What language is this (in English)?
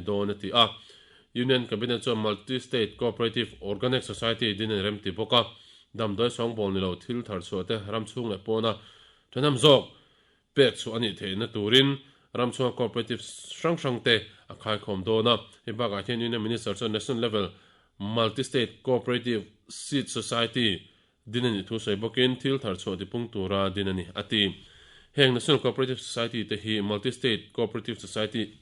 Mizo